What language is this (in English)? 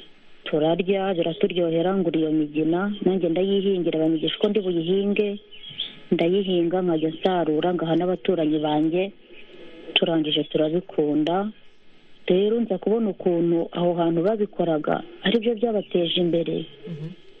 Kinyarwanda